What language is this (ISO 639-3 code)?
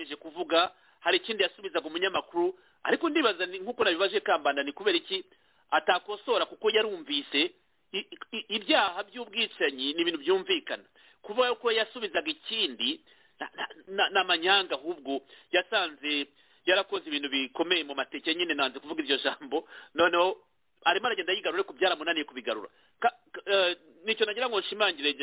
kin